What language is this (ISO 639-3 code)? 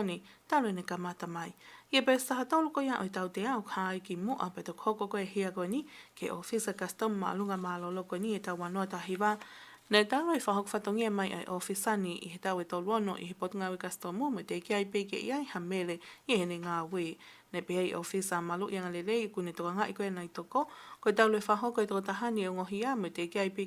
ton